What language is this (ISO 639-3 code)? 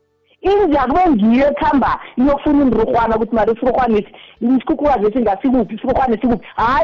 nbl